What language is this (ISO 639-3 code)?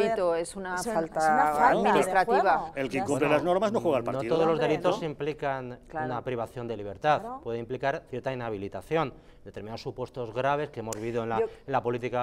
spa